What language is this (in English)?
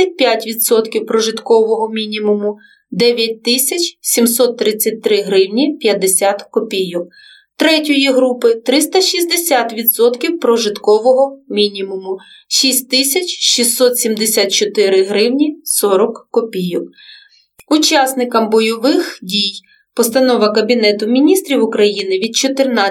Ukrainian